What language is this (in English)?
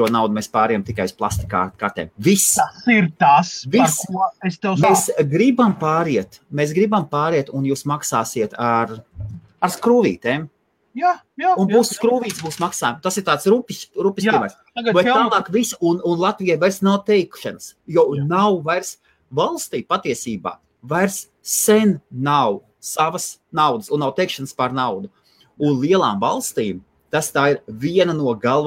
Latvian